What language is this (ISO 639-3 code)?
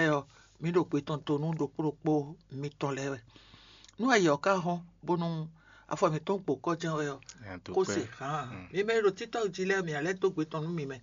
fon